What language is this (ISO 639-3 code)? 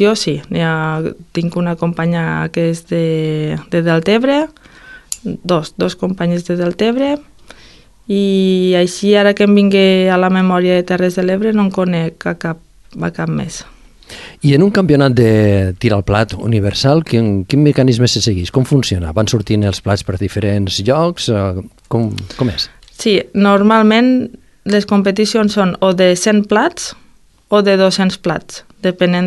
cat